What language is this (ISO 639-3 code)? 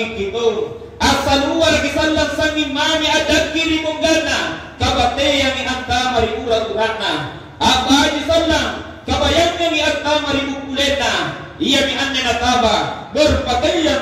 mak